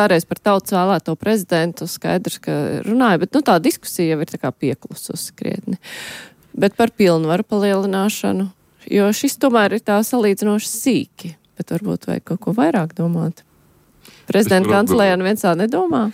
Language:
Latvian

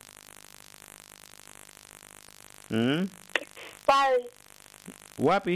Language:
Swahili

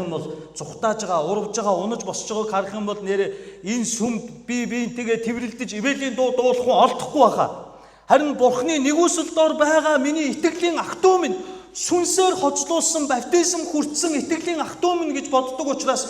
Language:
Mongolian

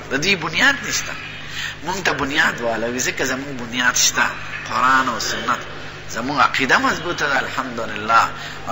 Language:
Pashto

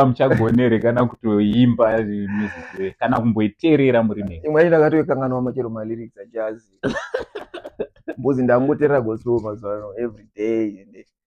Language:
Shona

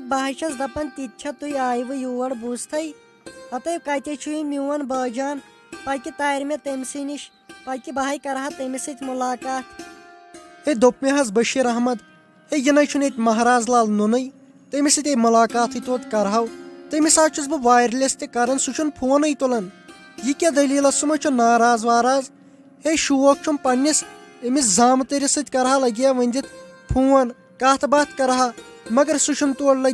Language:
Kashmiri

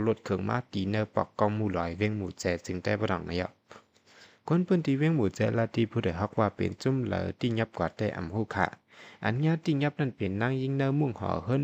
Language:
Shan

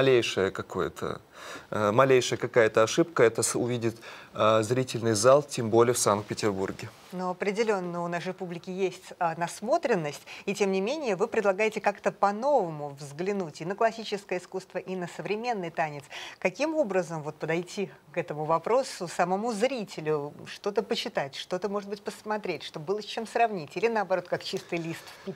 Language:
Russian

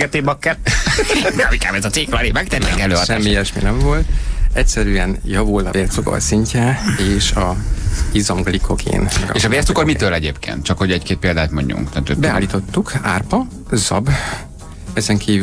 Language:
Hungarian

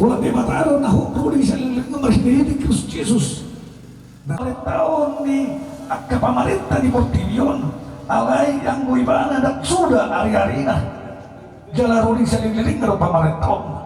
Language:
Batak Toba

